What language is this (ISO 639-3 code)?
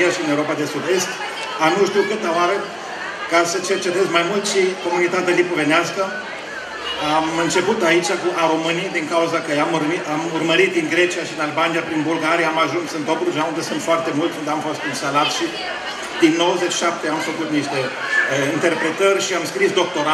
ron